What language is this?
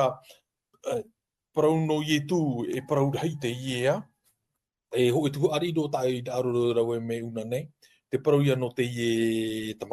Tahitian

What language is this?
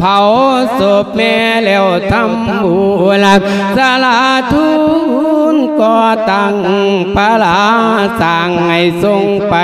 Lao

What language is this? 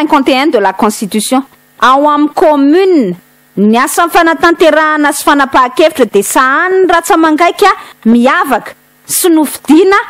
Malagasy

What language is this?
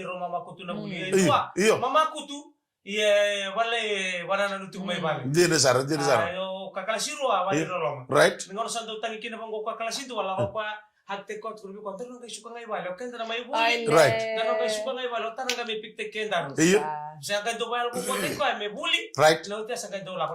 Fijian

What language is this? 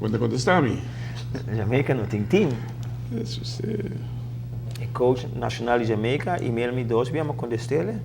Papiamento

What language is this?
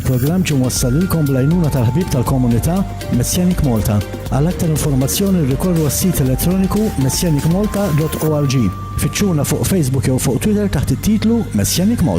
Maltese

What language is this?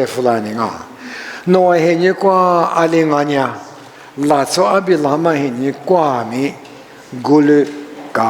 Lisu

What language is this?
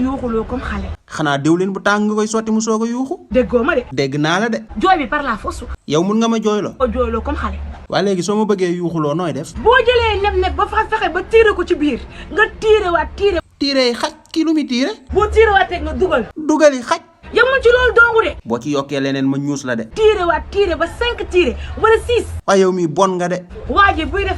Wolof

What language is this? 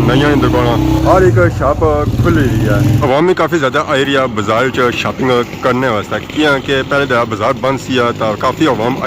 Pahari-Potwari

